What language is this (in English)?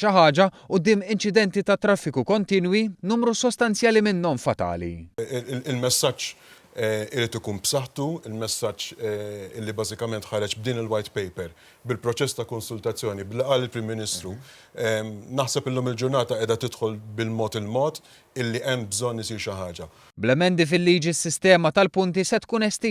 Maltese